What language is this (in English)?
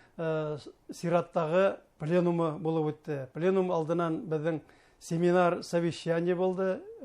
Bashkir